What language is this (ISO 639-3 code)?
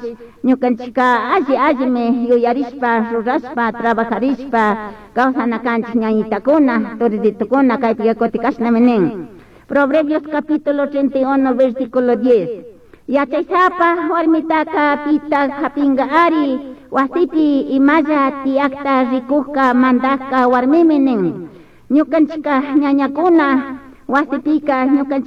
qug